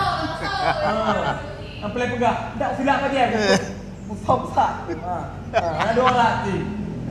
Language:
Achinese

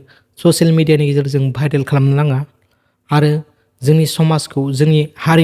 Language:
Bodo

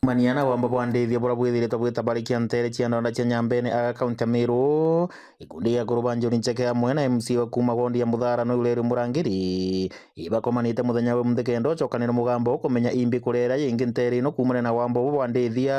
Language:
Meru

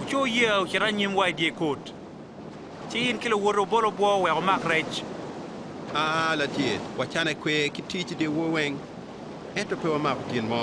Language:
Acoli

